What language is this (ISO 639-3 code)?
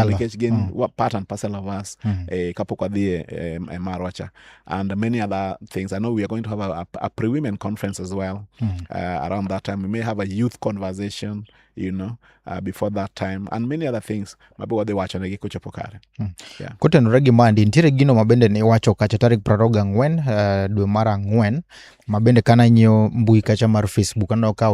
luo